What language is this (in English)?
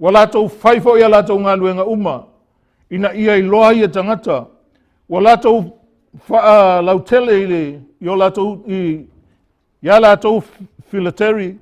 Samoan